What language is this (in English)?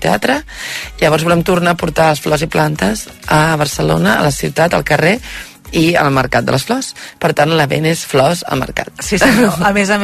Catalan